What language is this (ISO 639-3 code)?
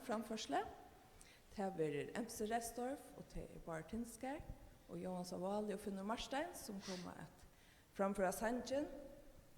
fao